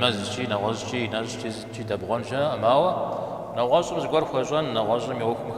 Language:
Kabardian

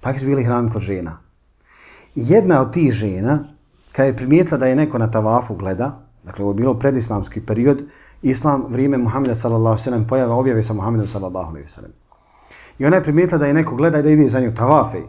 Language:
Bosnian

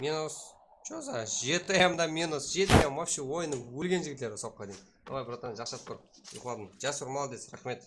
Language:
Kara-Kalpak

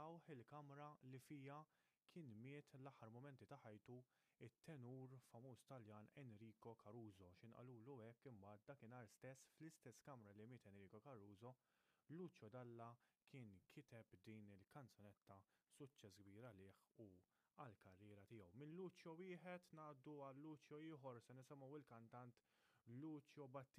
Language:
Maltese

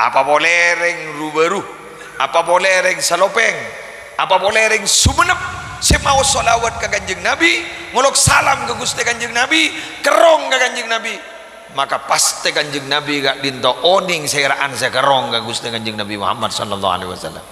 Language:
Madurese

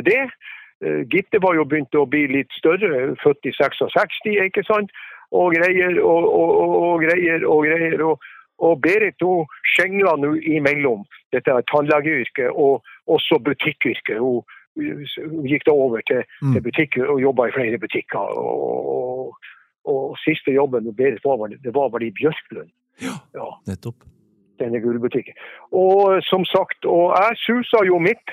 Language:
Norwegian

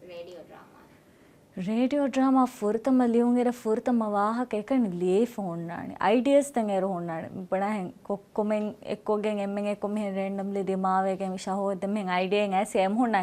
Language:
Divehi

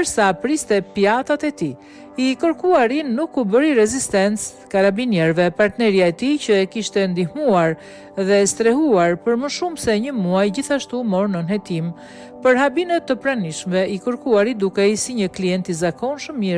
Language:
Albanian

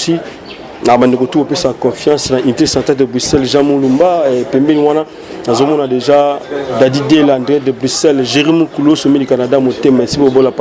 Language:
Lingala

